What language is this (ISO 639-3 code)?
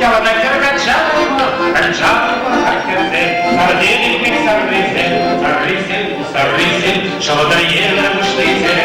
chv